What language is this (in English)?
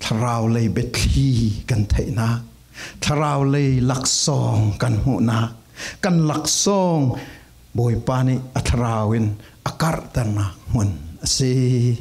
Falam Chin